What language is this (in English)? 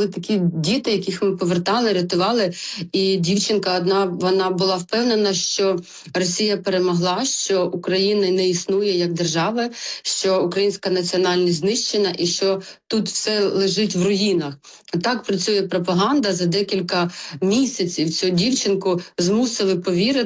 Ukrainian